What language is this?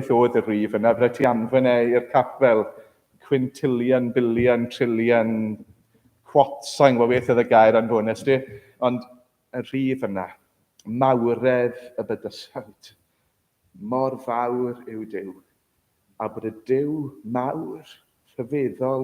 Welsh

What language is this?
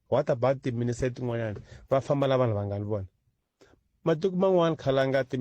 Tsonga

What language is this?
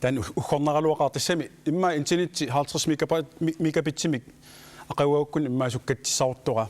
Kalaallisut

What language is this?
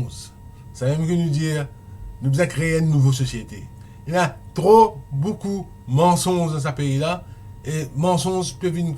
Morisyen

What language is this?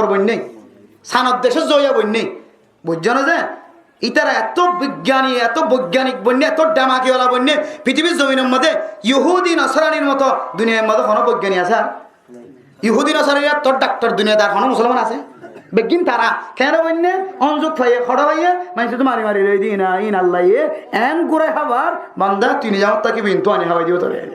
Rohingya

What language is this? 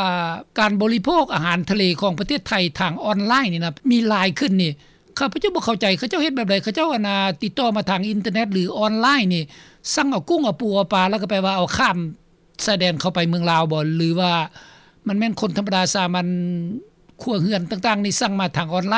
Lao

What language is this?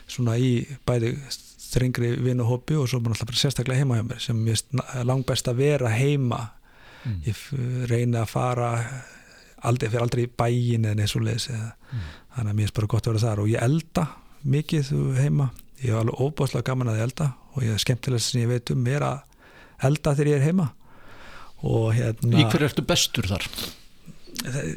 Icelandic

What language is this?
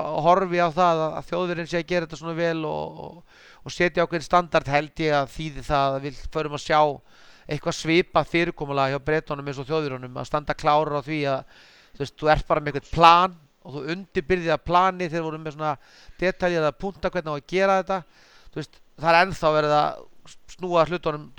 Icelandic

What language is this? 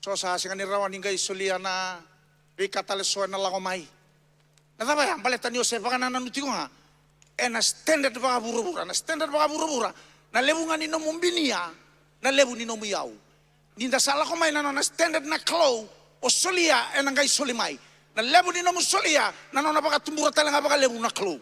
Fijian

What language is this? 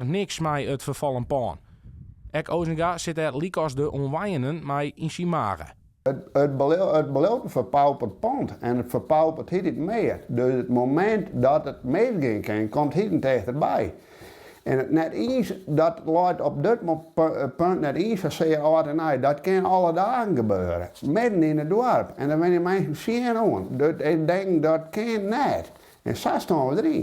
Western Frisian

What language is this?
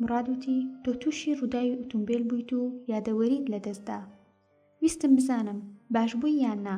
Central Kurdish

